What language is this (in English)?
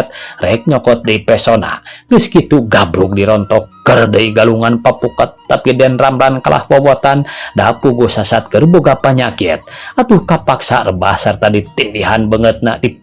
Sundanese